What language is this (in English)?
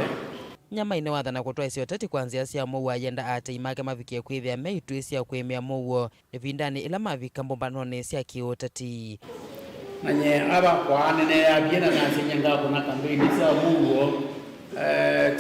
Kamba